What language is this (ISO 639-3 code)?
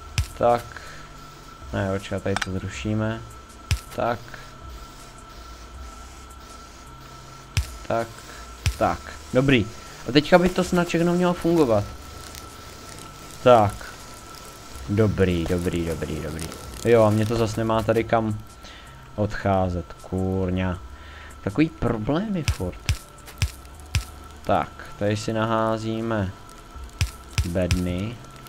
ces